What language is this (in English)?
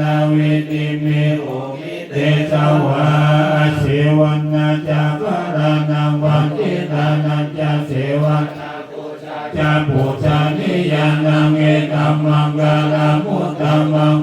Pali